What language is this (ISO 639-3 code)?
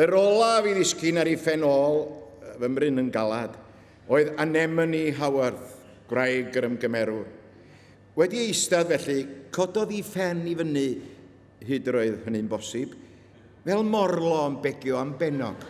cym